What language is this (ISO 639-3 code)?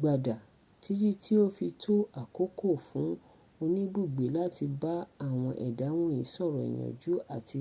yor